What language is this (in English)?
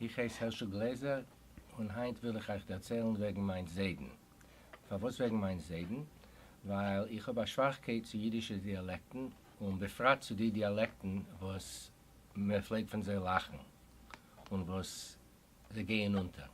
Yiddish